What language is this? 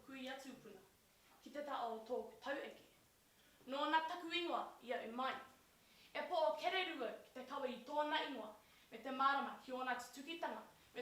Māori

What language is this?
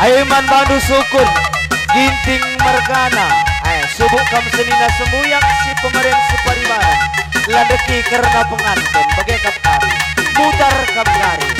Batak Karo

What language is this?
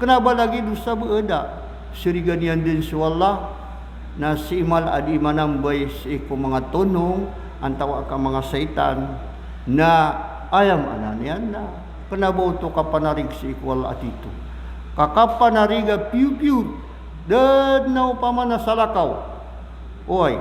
Maranao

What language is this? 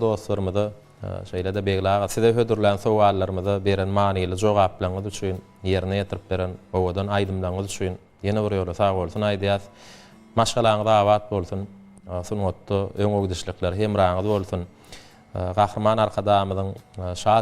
Turkmen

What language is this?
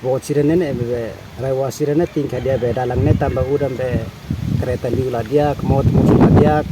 Tetum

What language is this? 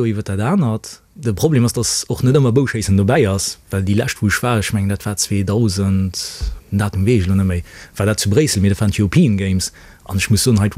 Luxembourgish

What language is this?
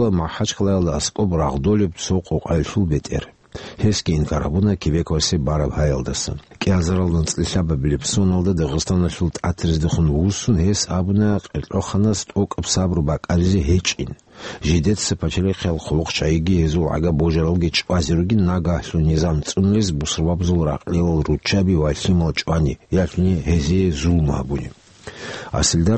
Avaric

